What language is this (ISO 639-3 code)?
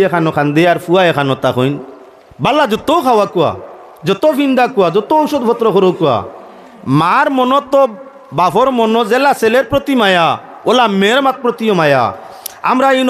syl